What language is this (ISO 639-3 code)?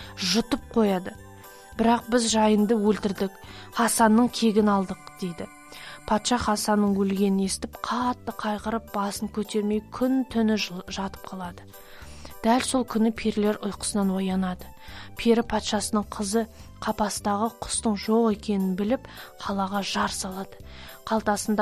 kaz